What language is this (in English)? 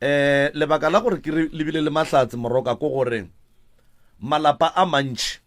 Northern Sotho